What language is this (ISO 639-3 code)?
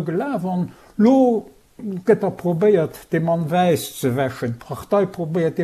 ltz